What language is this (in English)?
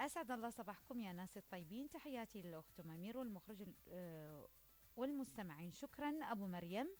Mesopotamian Arabic